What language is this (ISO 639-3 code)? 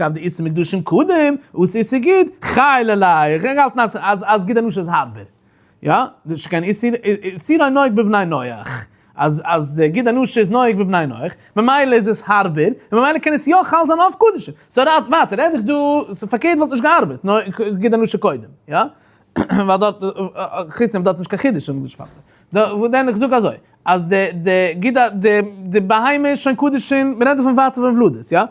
yid